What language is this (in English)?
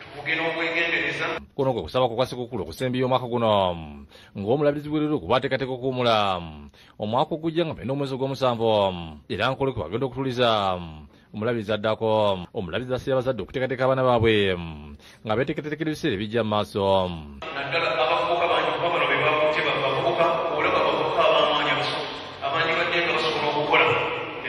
Ganda